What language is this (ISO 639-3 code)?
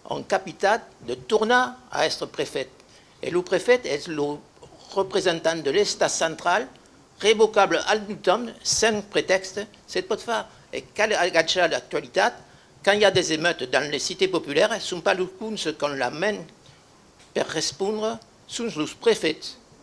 oci